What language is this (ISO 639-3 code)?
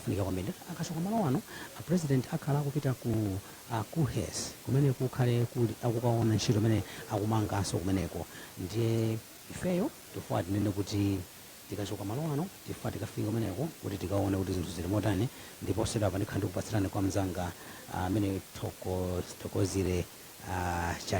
nya